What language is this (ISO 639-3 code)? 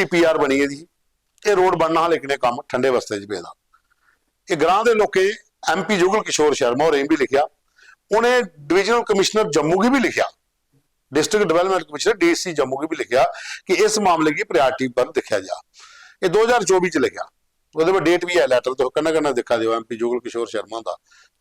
doi